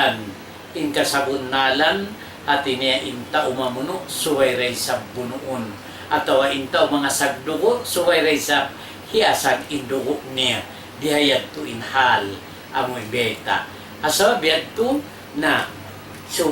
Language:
Tausug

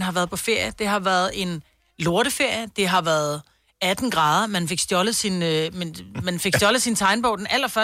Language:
Danish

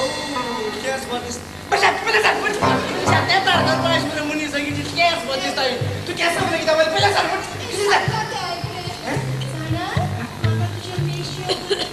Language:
Konkani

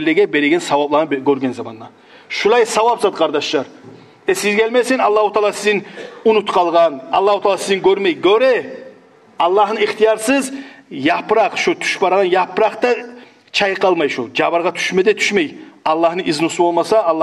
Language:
Kumyk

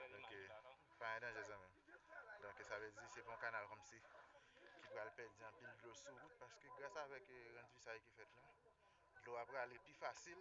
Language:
Haitian Creole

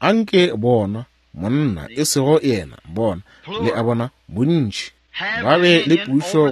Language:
Northern Sotho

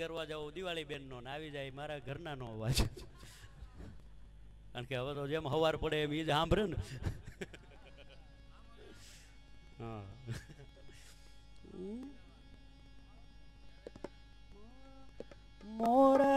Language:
Gujarati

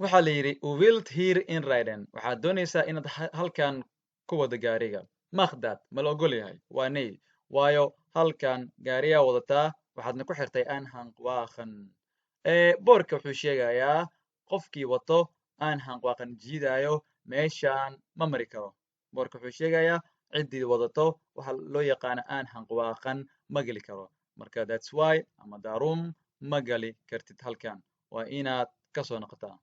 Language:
Somali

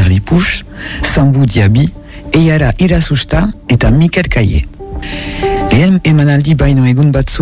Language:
Basque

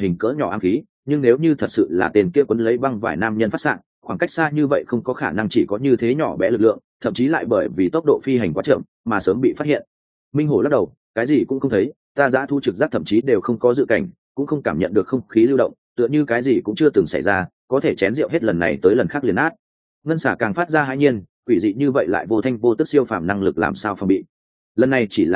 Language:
Vietnamese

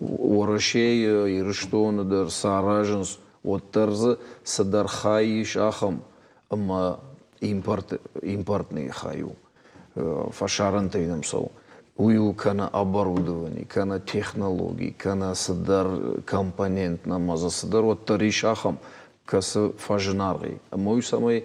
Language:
Ossetic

